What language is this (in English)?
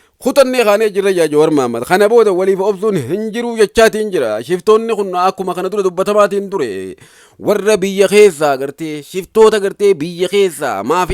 Oromo